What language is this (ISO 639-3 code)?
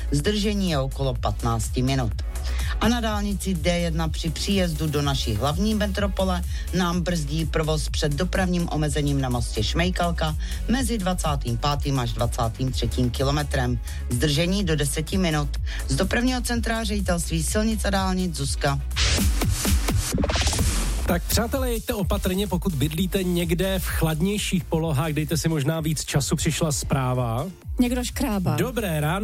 ces